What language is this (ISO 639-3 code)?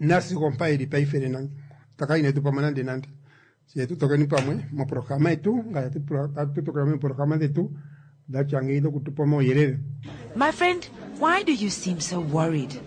kua